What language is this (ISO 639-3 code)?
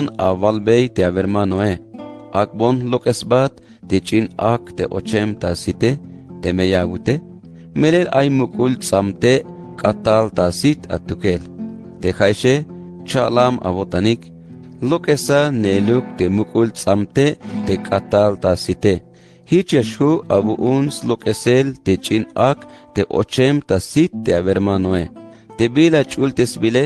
tzh